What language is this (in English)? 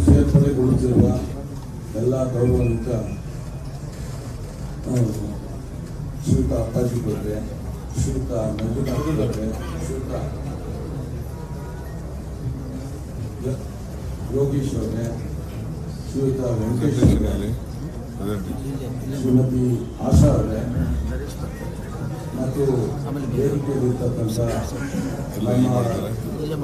Kannada